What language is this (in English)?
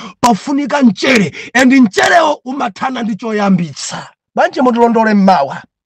Nyanja